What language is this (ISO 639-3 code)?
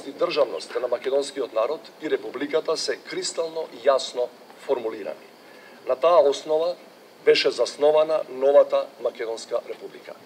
mkd